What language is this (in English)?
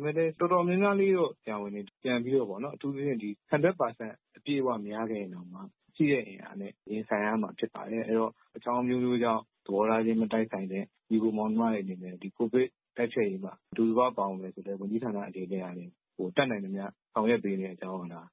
Burmese